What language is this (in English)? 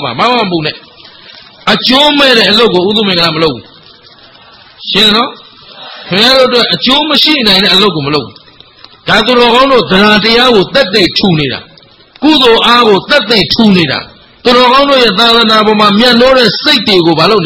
Burmese